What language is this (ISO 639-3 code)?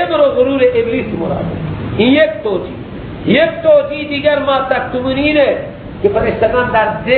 fas